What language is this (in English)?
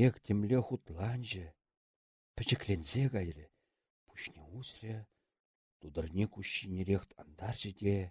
Chuvash